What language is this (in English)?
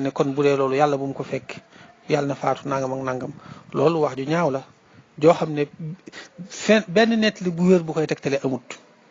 Wolof